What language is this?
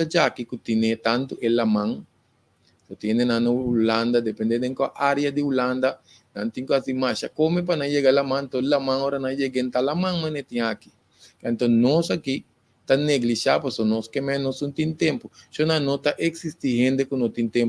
Papiamento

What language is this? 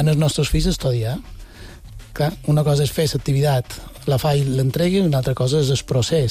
Catalan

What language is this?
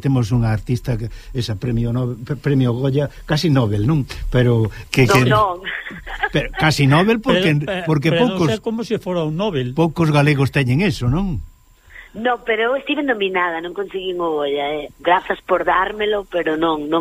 Galician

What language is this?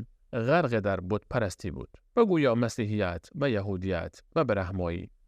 Persian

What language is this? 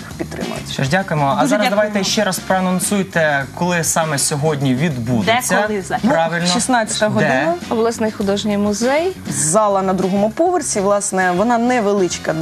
Ukrainian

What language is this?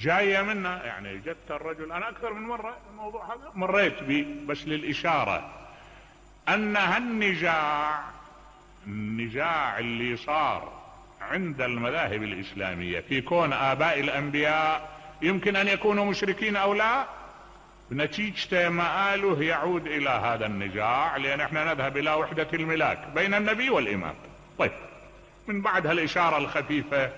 Mesopotamian Arabic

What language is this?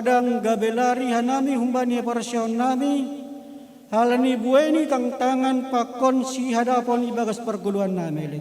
Batak Simalungun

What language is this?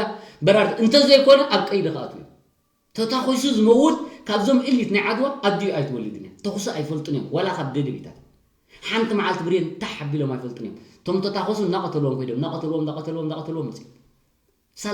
Tigrinya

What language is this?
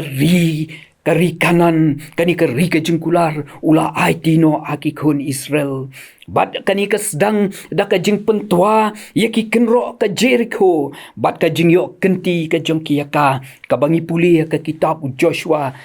Khasi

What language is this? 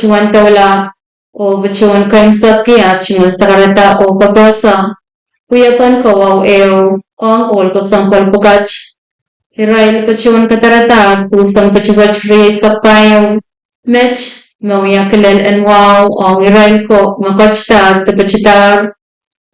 Pohnpeian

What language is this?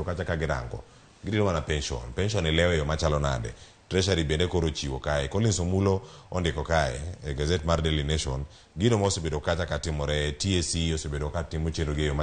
Luo (Kenya and Tanzania)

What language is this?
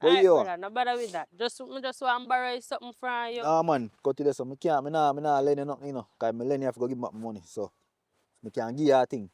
Jamaican Creole English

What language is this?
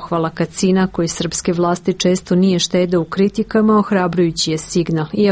Serbian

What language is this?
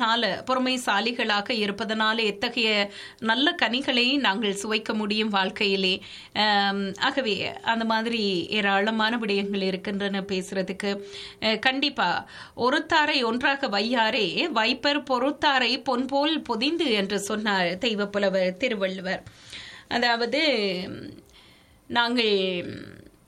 Tamil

